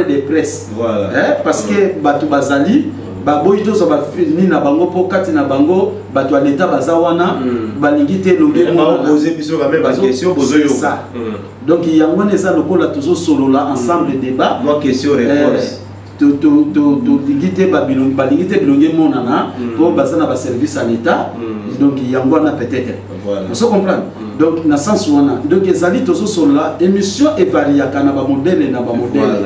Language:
Lingala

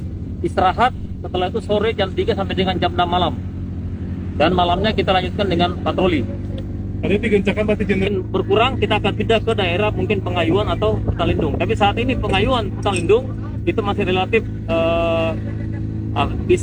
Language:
Indonesian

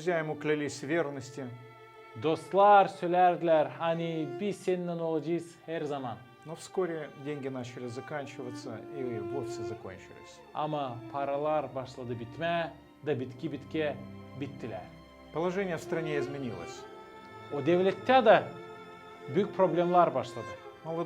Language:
Gagauz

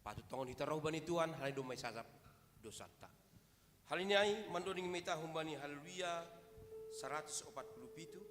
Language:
Batak Simalungun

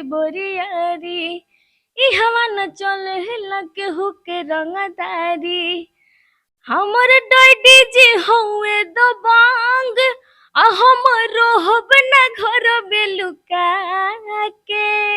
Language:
Bhojpuri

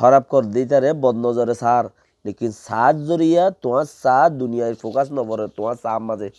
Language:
Rohingya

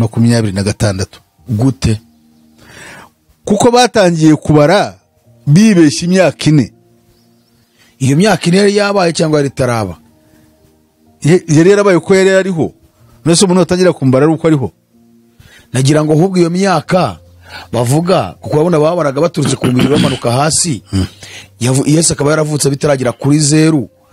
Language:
Kinyarwanda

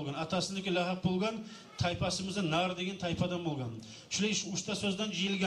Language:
Kumyk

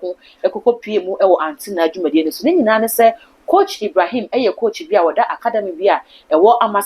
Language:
Akan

